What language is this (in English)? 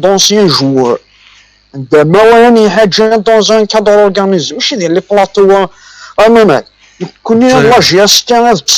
Kabyle